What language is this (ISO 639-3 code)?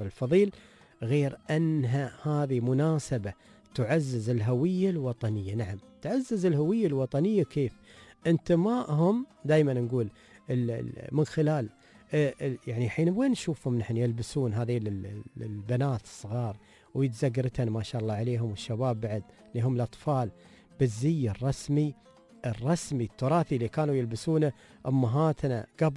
afb